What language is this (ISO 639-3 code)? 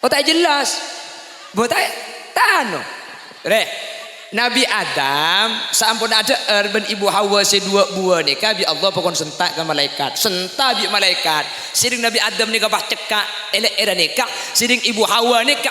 mad